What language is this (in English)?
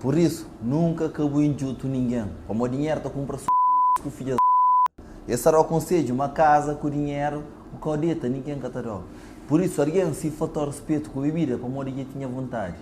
Kabuverdianu